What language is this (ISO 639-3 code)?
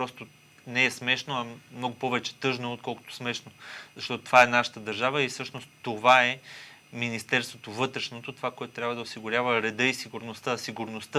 bul